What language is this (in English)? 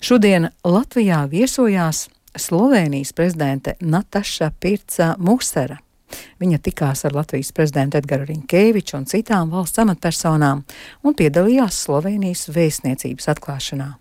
Latvian